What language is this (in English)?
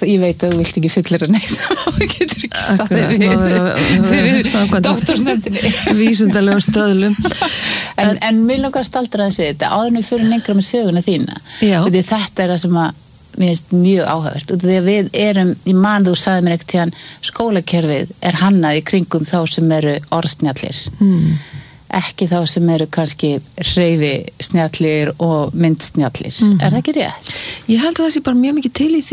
Icelandic